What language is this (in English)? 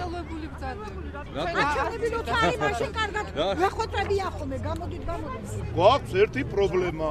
Georgian